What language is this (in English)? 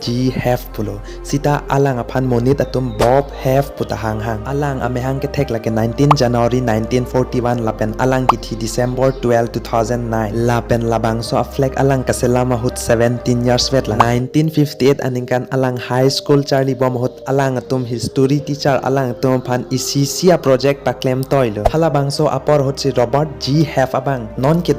Karbi